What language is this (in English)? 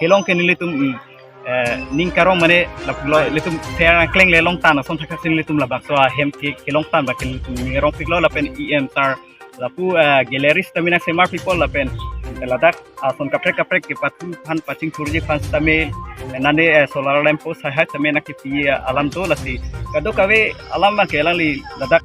Karbi